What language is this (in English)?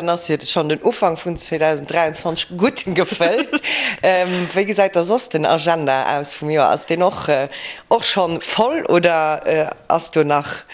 Luxembourgish